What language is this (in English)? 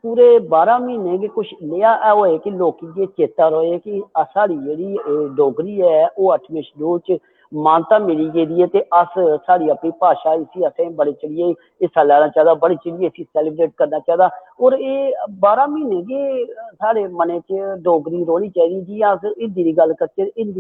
Dogri